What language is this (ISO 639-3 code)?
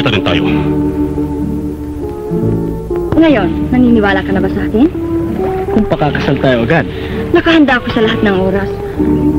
fil